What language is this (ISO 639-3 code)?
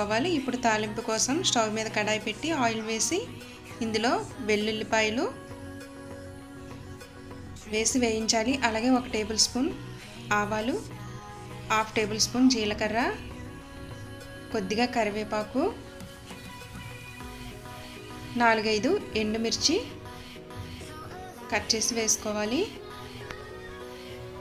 tel